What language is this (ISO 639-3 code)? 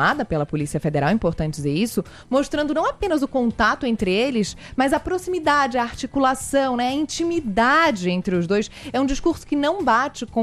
por